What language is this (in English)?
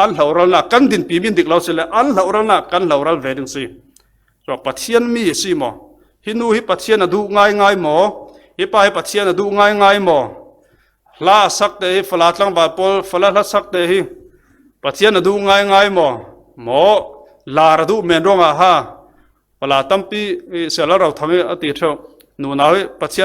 Falam Chin